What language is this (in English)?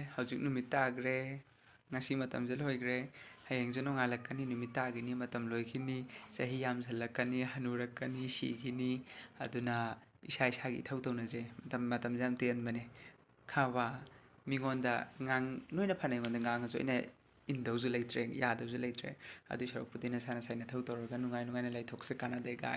Manipuri